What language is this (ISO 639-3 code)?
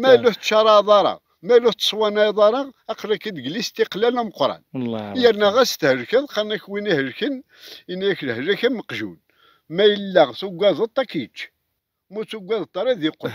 kab